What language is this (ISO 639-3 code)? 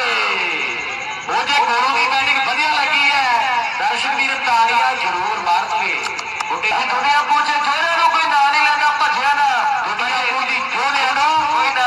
pan